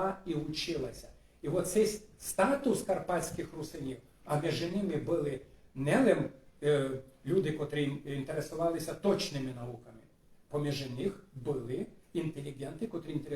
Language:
Rusyn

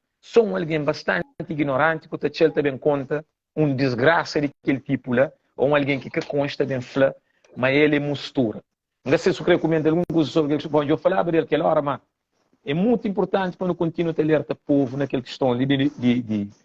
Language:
Kabuverdianu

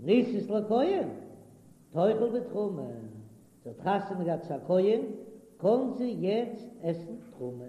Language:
Yiddish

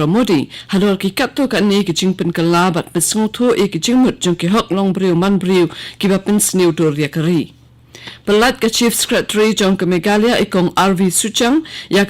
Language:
Khasi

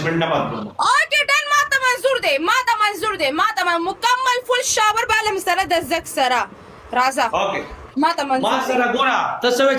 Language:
Pashto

